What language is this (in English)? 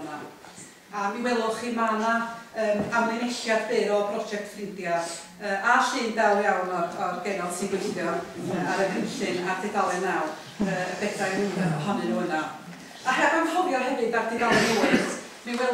Welsh